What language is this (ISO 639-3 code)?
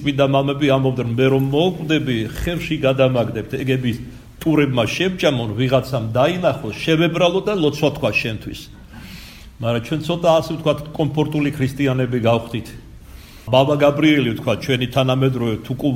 kat